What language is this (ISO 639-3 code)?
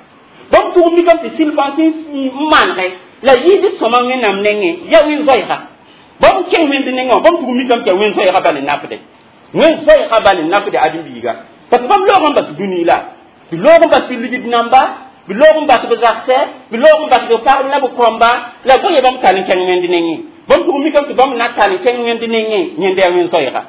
mos